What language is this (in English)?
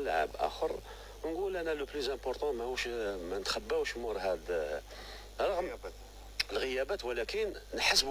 Algerian Arabic